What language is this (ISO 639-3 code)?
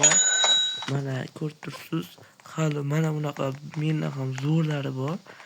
uzb